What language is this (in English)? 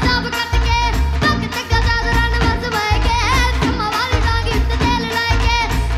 Punjabi